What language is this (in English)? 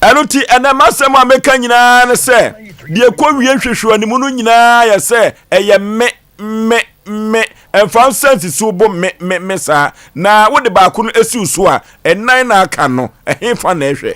Akan